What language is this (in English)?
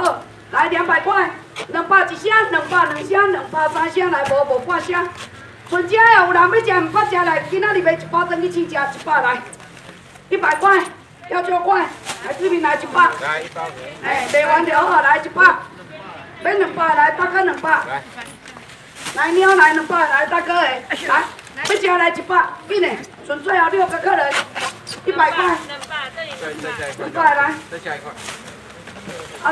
Min Nan Chinese